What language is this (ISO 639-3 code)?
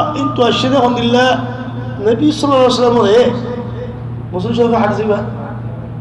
rhg